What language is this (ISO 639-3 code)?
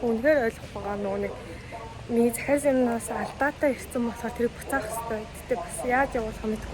mon